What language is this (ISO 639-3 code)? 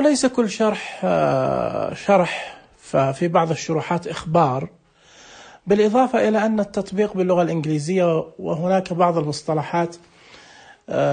ars